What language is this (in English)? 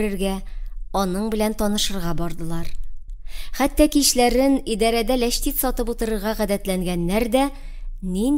Tatar